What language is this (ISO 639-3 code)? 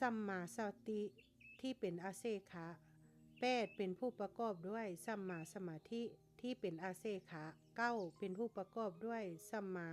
lao